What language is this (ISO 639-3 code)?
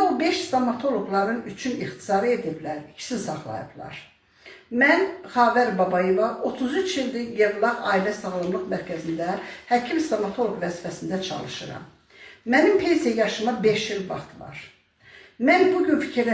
aze